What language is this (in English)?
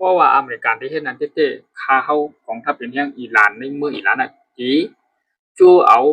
Shan